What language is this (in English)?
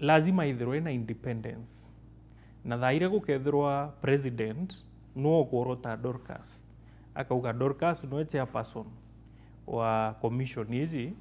Meru